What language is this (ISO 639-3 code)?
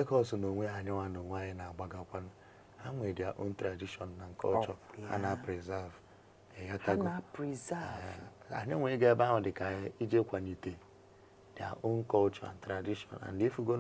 ibo